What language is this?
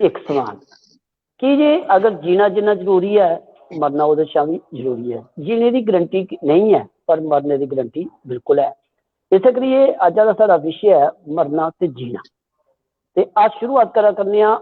Dogri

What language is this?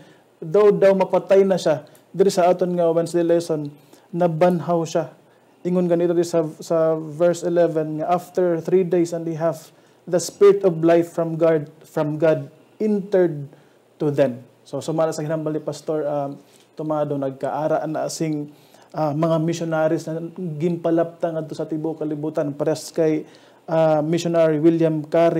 Hiligaynon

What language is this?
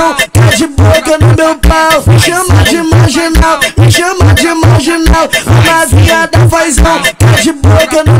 Portuguese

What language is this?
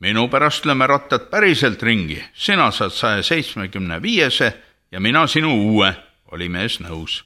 Estonian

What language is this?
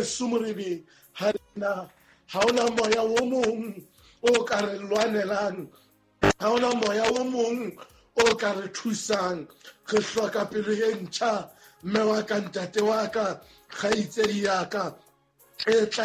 Southern Sotho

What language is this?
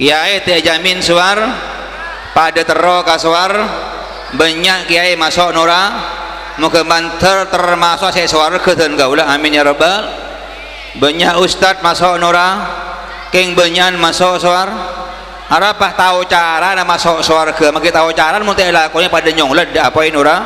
Madurese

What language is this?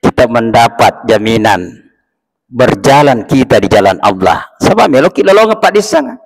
Buginese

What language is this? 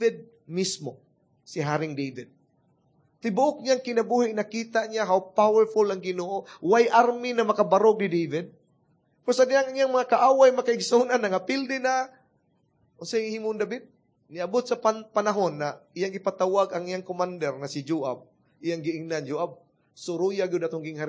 Cebuano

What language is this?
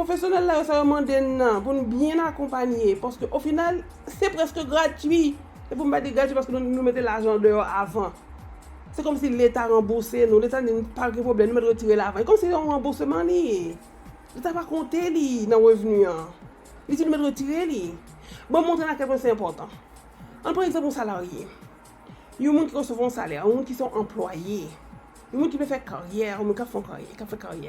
Haitian Creole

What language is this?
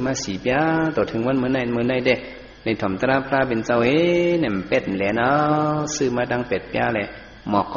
Shan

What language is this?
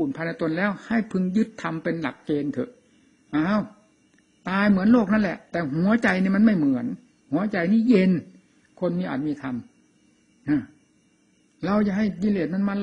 Thai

